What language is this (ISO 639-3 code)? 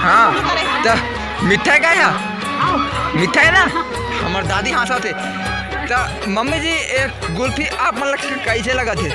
hne